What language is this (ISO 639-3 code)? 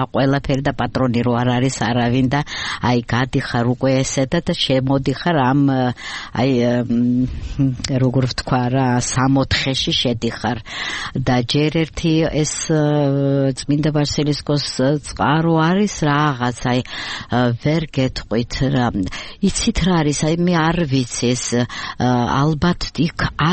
kat